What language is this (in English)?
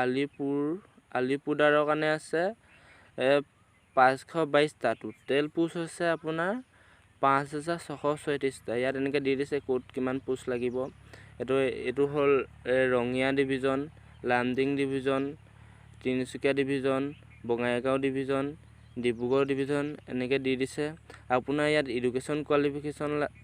Assamese